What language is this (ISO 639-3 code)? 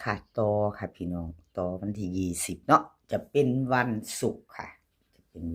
tts